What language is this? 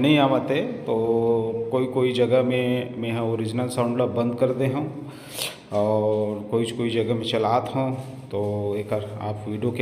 Chhattisgarhi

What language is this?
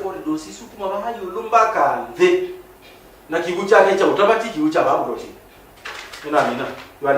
Kamba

